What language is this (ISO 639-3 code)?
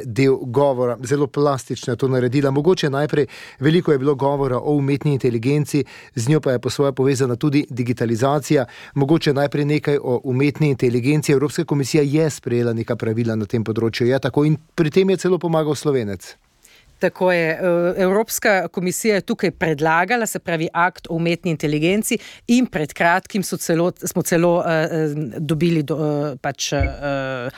slv